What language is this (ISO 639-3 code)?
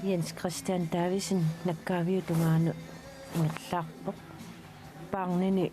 kal